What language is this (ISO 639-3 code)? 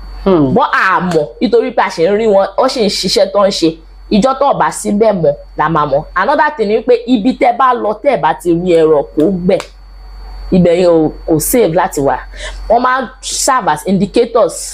yor